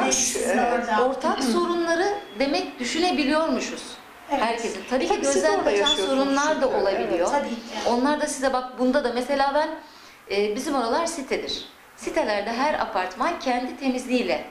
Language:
Turkish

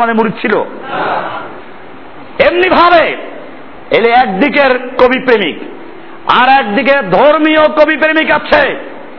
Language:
Bangla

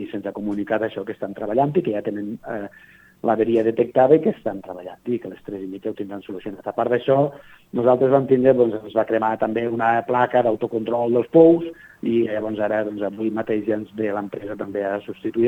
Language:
Catalan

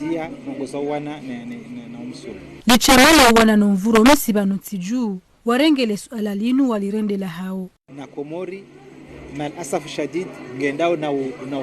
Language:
Ngazidja Comorian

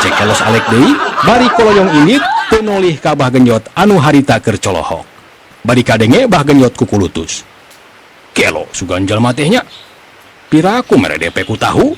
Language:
Sundanese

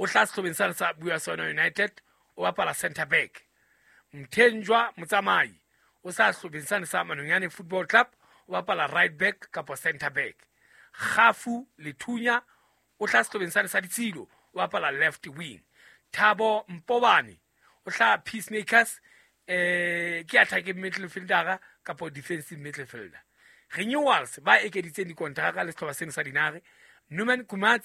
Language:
Southern Sotho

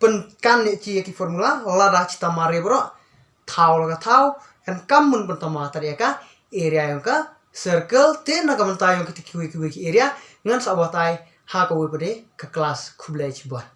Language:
Khasi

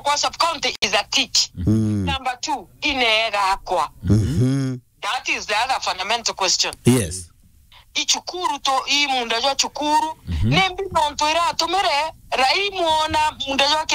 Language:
Meru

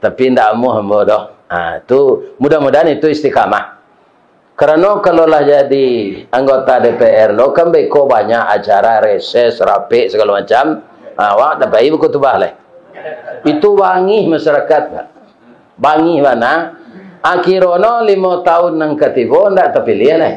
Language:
Minangkabau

